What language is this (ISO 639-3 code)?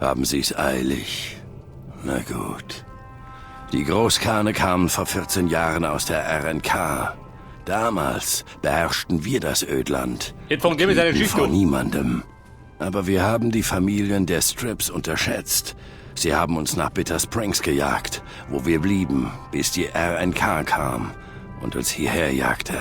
bar